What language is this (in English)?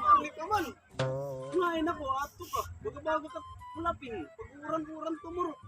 Waray